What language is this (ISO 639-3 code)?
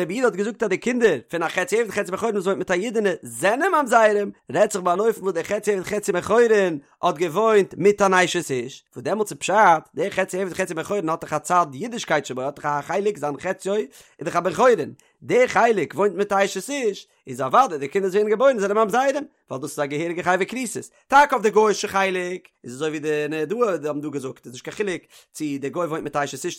yid